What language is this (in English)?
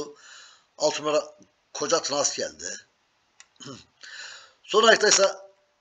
Turkish